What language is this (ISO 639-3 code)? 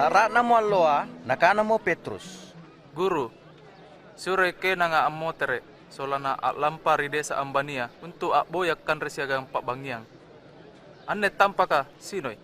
mak